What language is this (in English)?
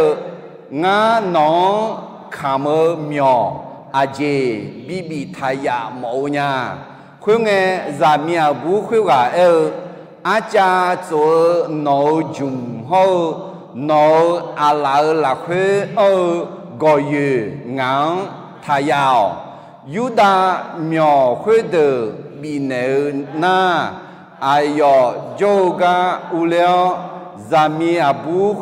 Akha